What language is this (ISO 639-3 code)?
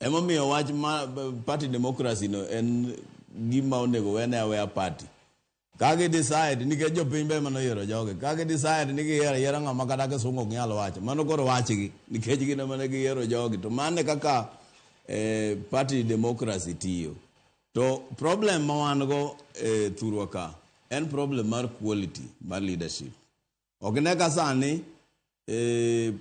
luo